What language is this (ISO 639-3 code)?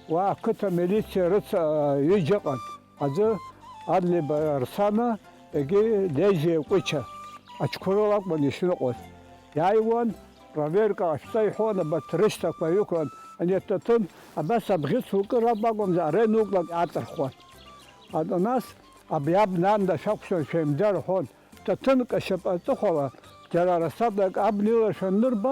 abk